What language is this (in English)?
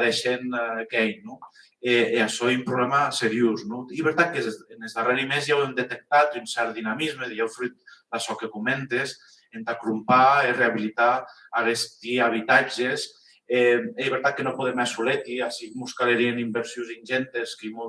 Occitan